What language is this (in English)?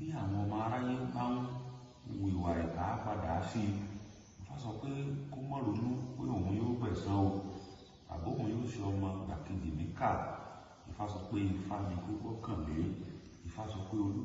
Yoruba